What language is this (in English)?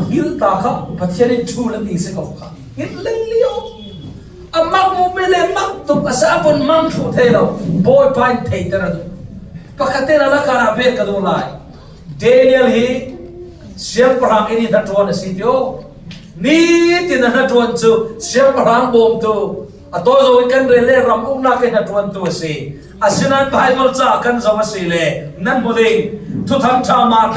Falam Chin